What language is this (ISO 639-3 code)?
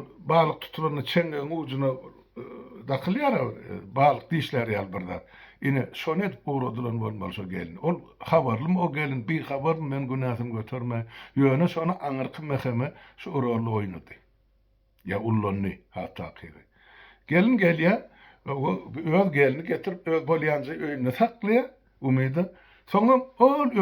tuk